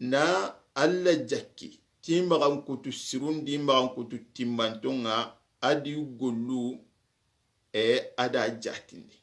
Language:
Soninke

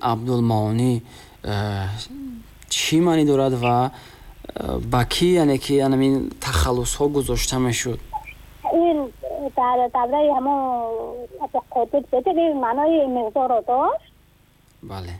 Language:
Tajik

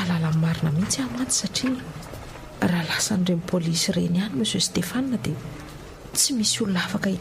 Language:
Malagasy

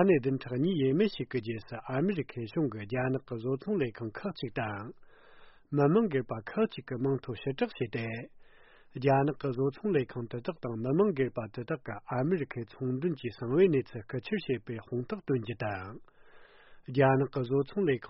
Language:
Tibetan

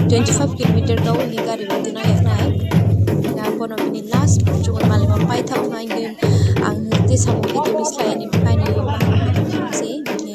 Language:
Riang (India)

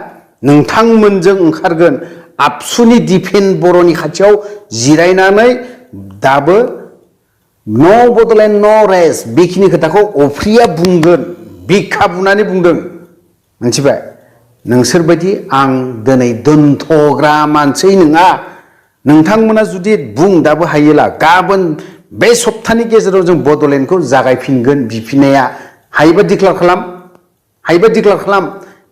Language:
Bodo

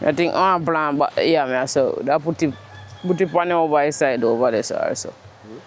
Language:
Jamaican Creole English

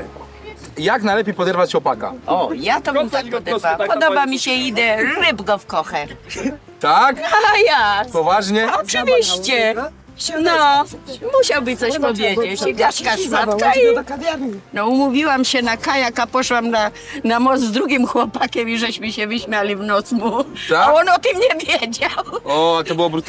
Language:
Silesian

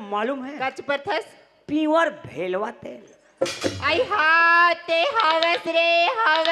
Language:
Chhattisgarhi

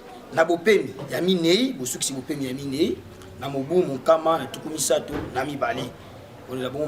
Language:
Lingala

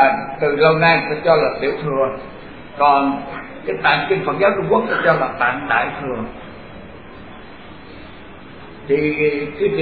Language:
Vietnamese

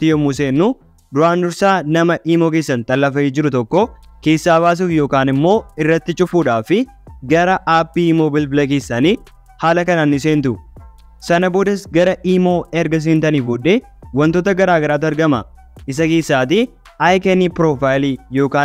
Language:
Oromo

